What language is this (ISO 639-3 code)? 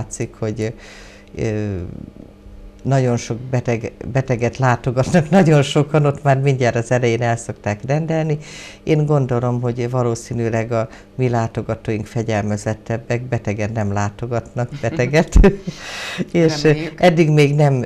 hun